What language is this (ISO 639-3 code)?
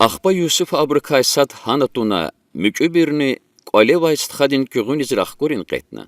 lez